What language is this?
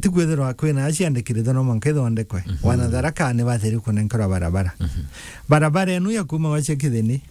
Meru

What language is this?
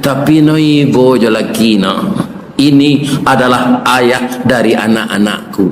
Minangkabau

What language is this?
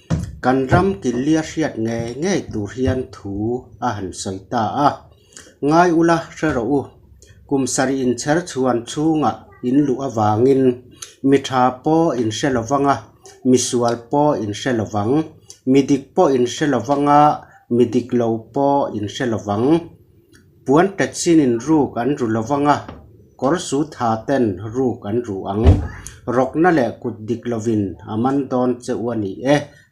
Mizo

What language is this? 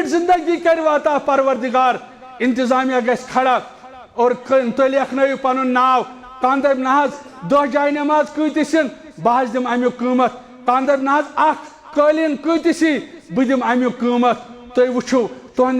Kashmiri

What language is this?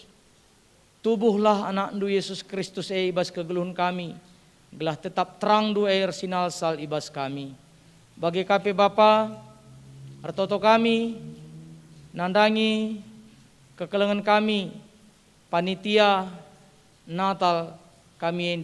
Batak Karo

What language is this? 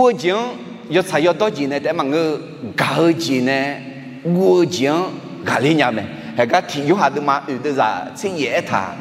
Akha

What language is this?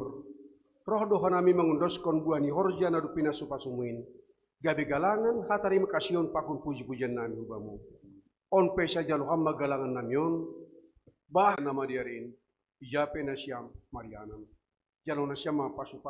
Batak Simalungun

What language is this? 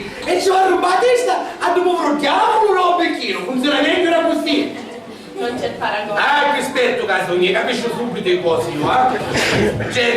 Sicilian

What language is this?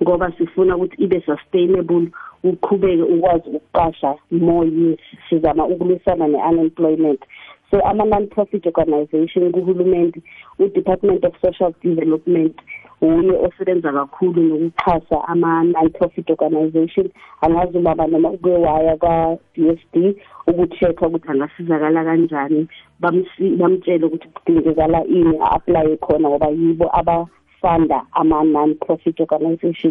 South Ndebele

